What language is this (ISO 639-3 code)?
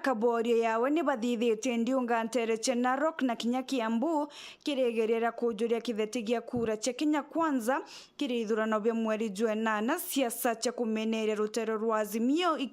mer